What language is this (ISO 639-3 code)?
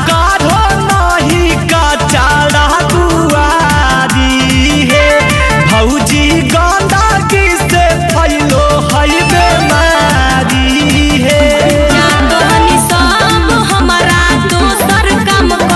mag